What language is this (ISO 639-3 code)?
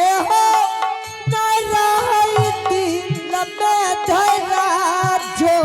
anp